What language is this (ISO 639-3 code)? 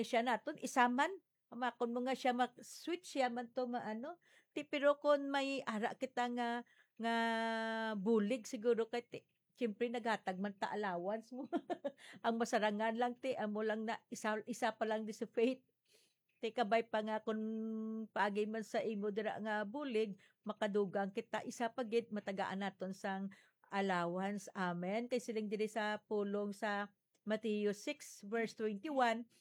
hil